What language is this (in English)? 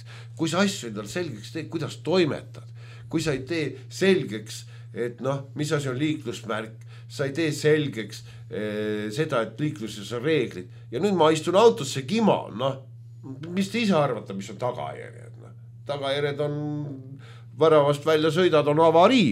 Estonian